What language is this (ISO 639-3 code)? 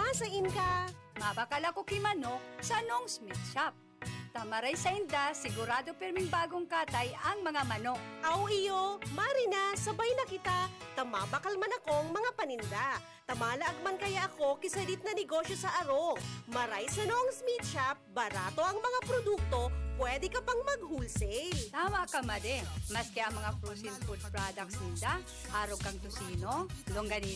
bik